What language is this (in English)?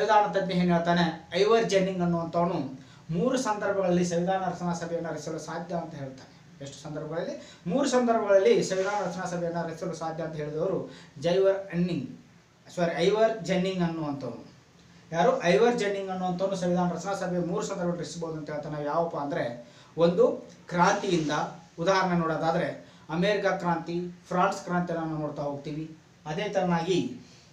Kannada